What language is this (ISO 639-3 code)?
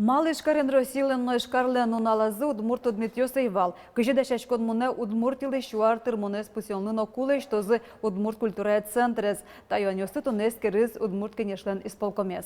udm